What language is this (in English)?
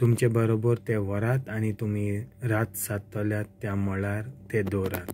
Konkani